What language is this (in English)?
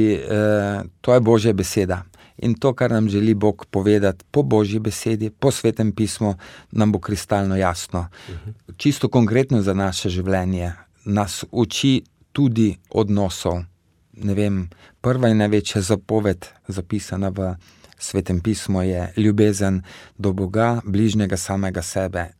Slovenian